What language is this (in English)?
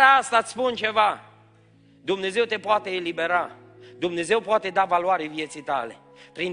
Romanian